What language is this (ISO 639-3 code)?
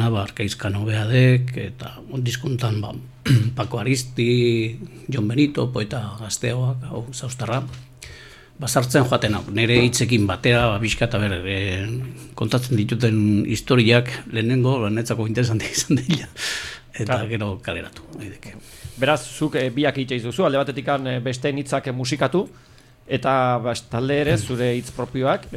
eus